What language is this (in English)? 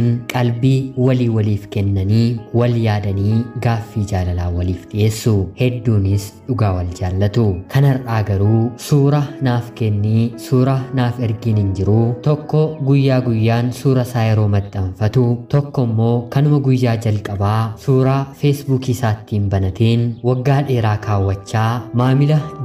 Oromo